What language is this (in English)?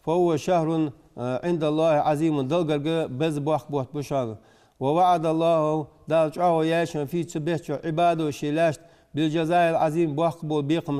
Ingush